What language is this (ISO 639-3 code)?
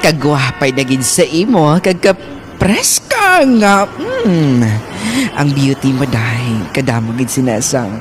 hil